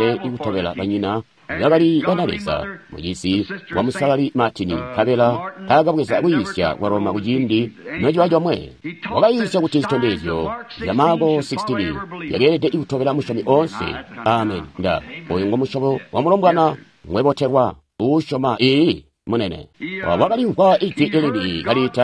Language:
Tonga (Zambia)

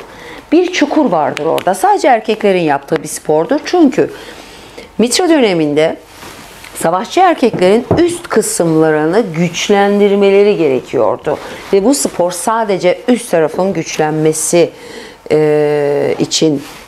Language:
Turkish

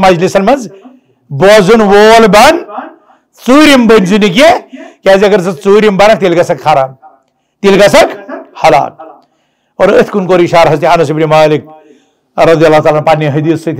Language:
Kashmiri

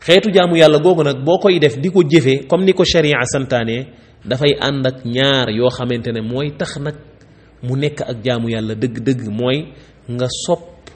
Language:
Wolof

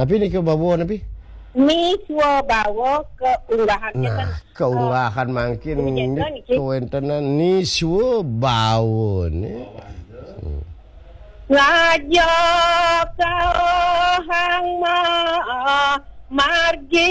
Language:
Balinese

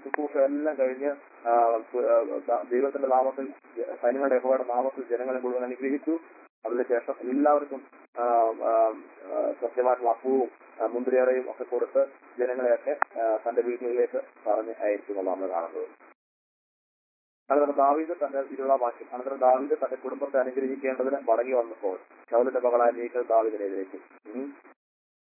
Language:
Malayalam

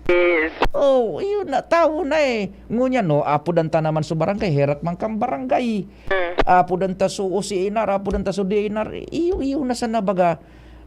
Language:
Bikol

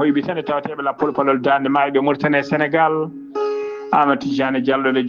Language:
Fula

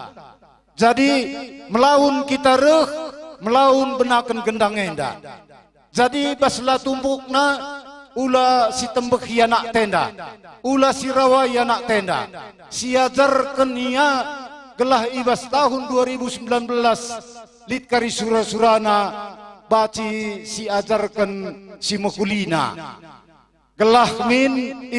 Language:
Batak Karo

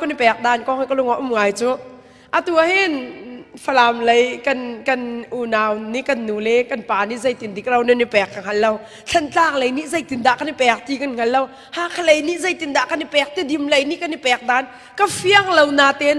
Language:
Hakha Chin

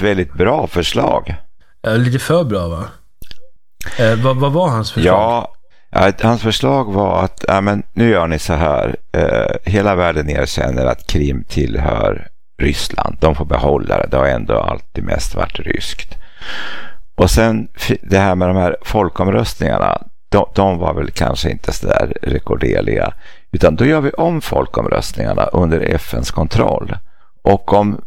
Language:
Swedish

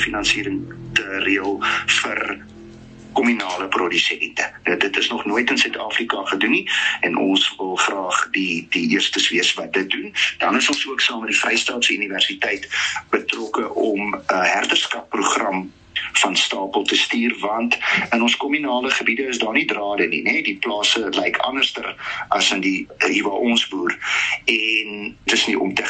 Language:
Afrikaans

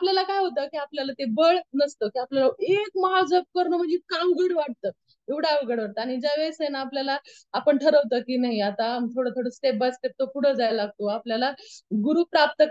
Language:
Marathi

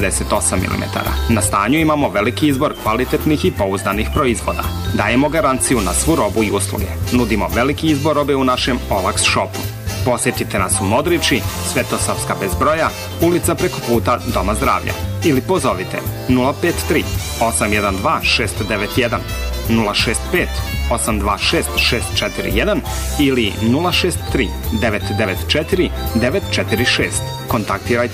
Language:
Serbian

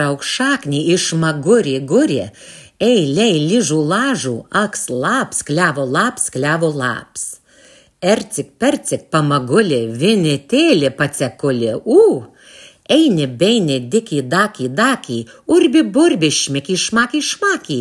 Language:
Lithuanian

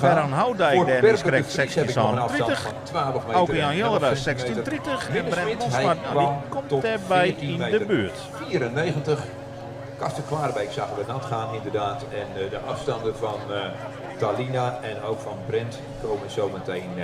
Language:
Western Frisian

